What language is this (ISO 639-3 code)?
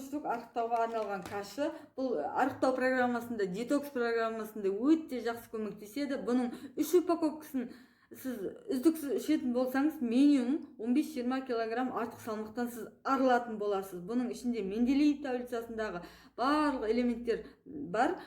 kaz